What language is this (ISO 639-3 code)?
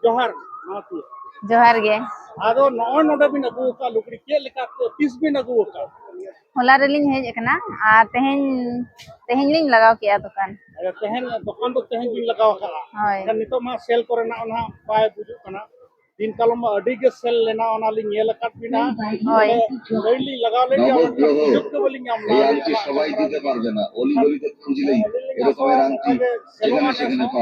sat